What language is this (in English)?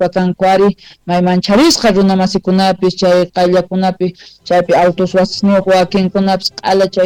South Bolivian Quechua